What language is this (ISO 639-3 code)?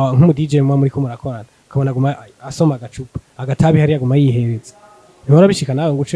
run